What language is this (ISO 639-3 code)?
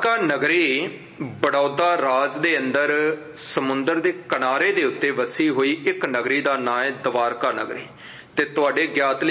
pan